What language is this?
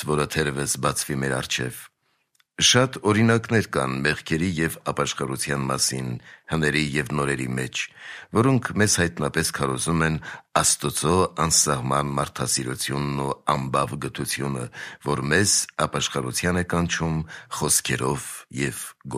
Armenian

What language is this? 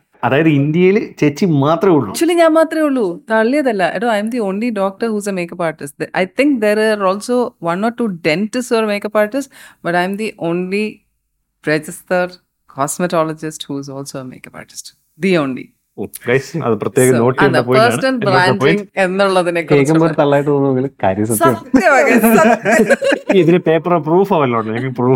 Malayalam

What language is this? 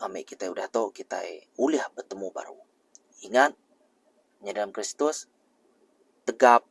Iban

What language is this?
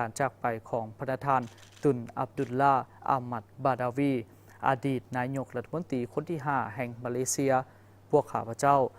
Lao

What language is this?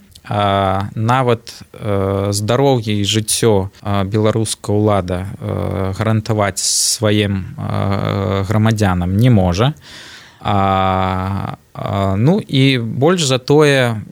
Belarusian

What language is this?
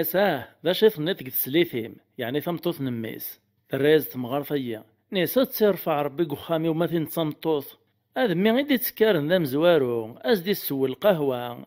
Kabyle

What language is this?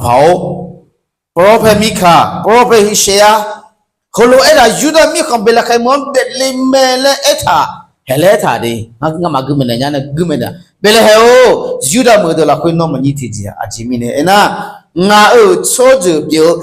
Akha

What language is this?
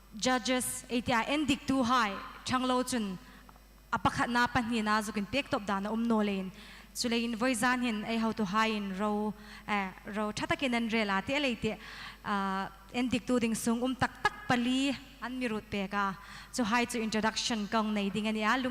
Hmar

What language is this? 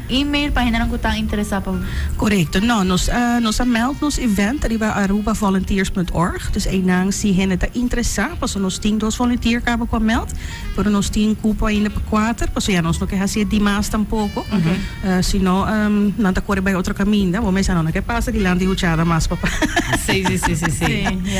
Papiamento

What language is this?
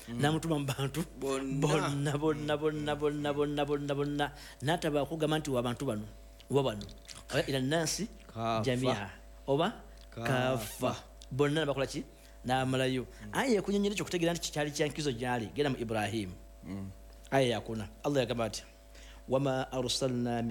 Ganda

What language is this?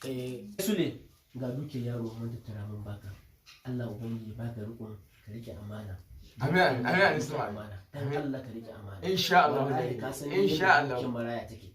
Hausa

